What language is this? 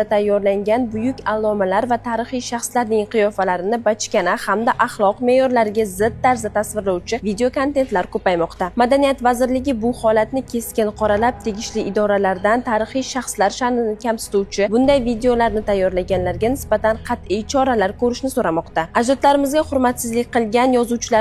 Uzbek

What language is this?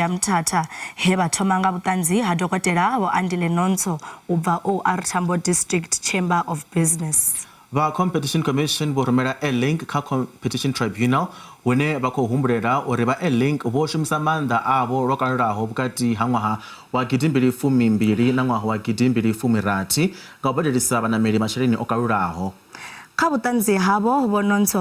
Venda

